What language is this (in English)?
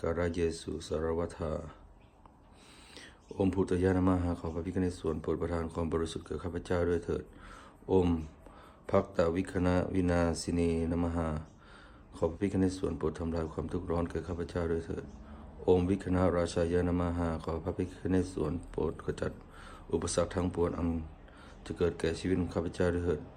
Lao